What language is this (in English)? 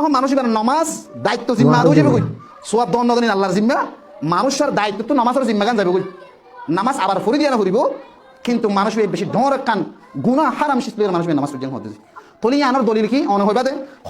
Rohingya